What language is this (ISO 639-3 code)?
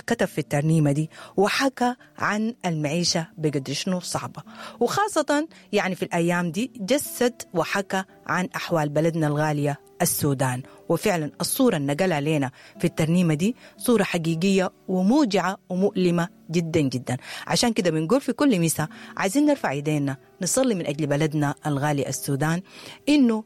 apd